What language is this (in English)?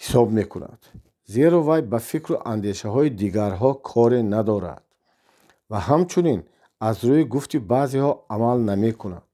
Tajik